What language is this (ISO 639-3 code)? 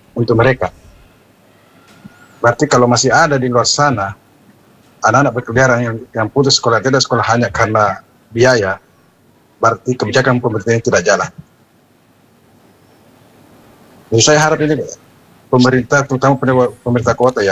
ind